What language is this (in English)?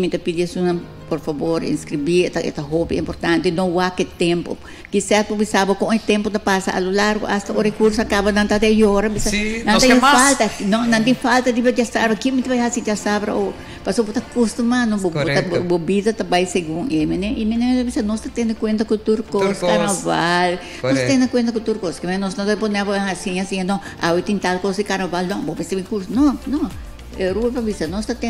Papiamento